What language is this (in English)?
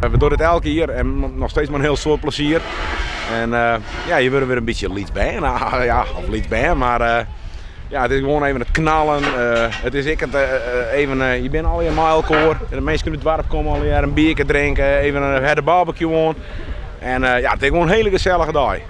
Western Frisian